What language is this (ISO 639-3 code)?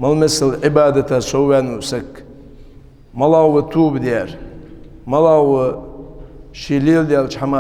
inh